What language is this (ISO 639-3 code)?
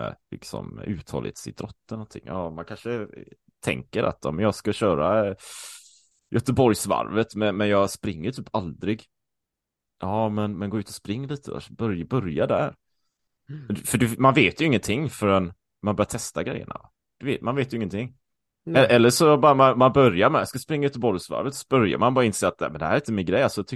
swe